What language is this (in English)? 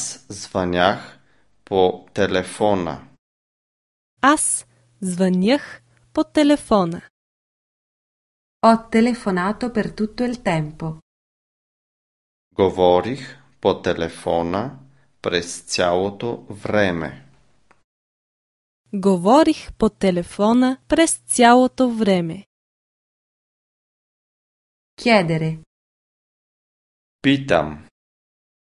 Bulgarian